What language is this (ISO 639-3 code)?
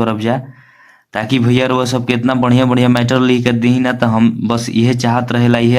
bho